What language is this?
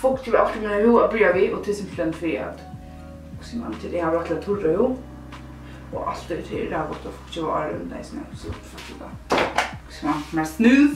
Faroese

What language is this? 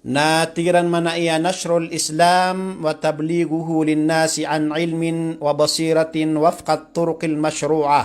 Maranao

